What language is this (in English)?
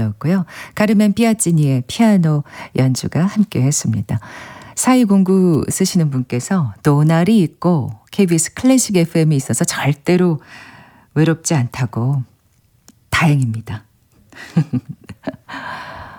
Korean